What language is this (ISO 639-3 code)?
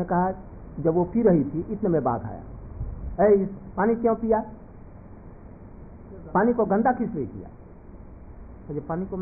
hin